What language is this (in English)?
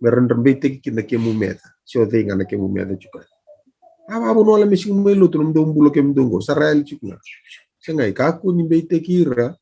Fijian